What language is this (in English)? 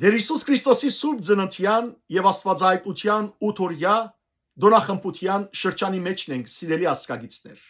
Western Armenian